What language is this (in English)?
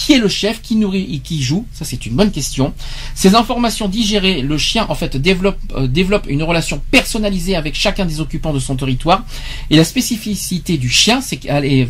French